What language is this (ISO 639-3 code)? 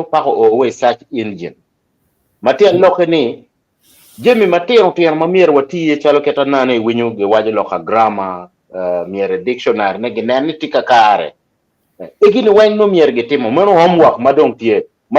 ach